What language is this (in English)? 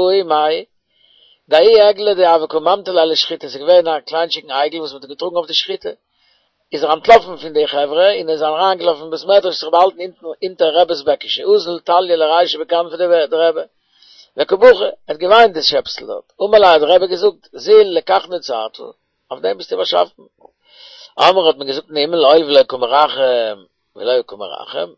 Yiddish